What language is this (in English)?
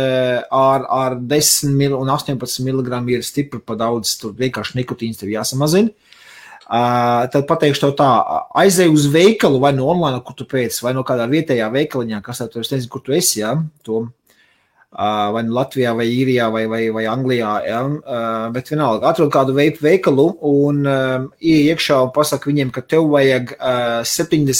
Latvian